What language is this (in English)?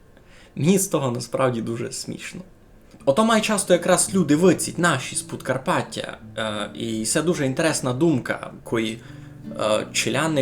Rusyn